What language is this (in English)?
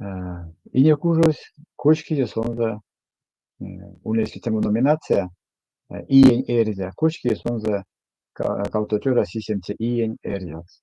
Erzya